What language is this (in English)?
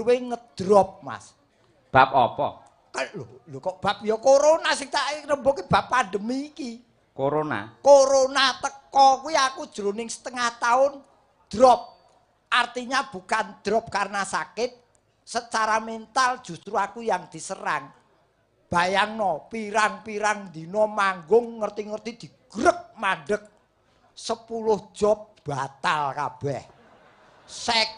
Javanese